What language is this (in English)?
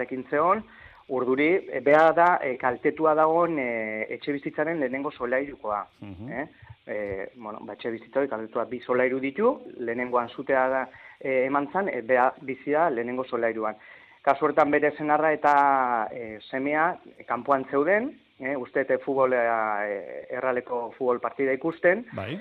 Basque